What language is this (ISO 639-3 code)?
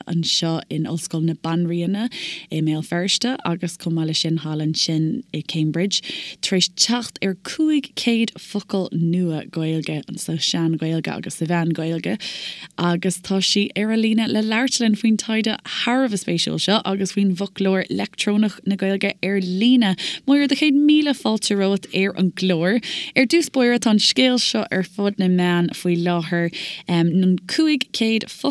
gle